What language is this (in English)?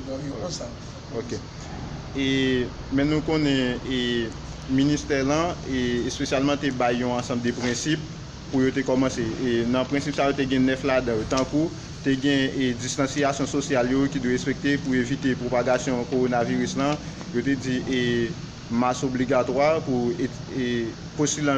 Haitian Creole